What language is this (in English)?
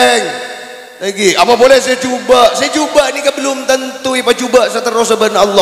Madurese